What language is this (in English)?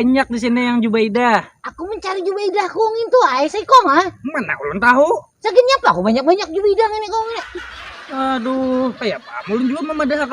Banjar